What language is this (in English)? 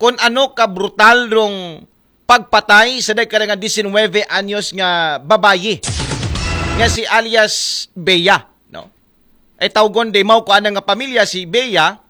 Aklanon